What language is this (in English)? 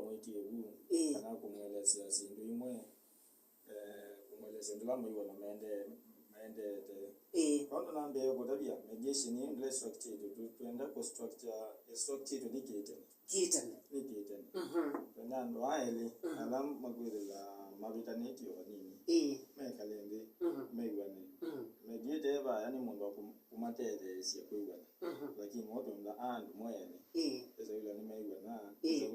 Kamba